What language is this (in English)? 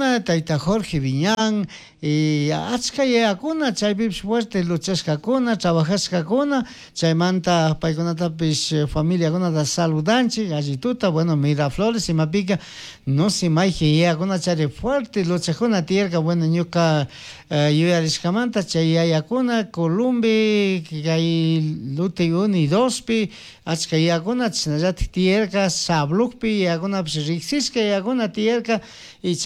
Chimborazo Highland Quichua